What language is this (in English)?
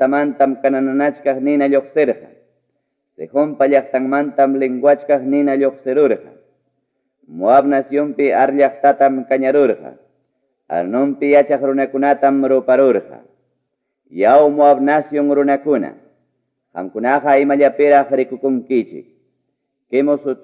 Ayacucho Quechua